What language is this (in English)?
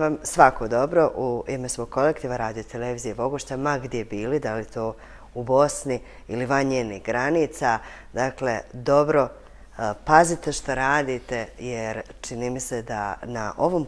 Bosnian